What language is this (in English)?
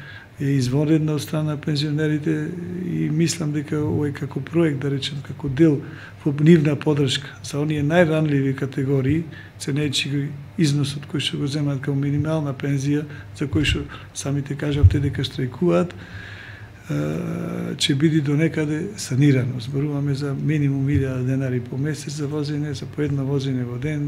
Macedonian